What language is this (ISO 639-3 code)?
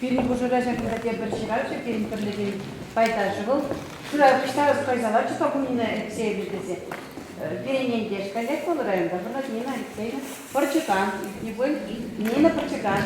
chv